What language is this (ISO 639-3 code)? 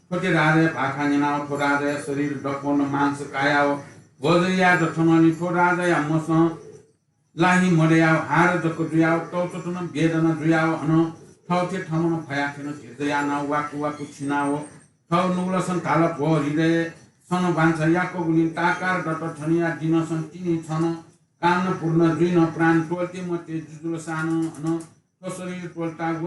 new